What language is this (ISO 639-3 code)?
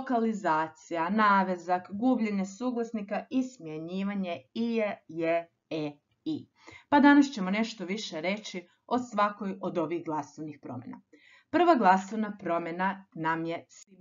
hrv